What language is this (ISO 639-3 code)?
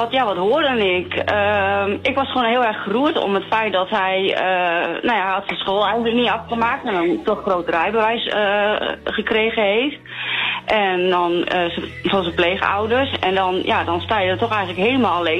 nld